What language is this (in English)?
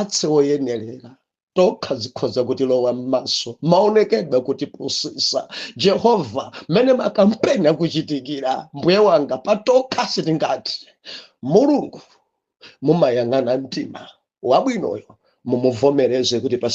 Nyanja